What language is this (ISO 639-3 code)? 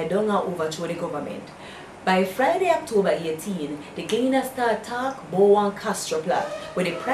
jam